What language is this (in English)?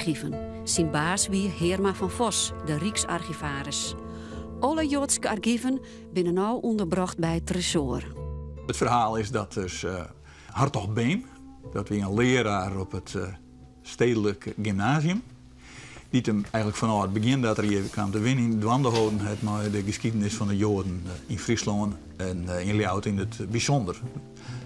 Western Frisian